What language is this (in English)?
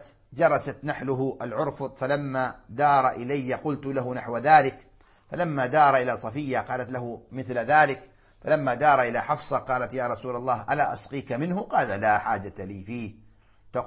Arabic